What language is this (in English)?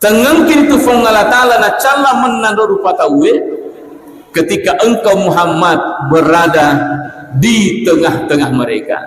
Buginese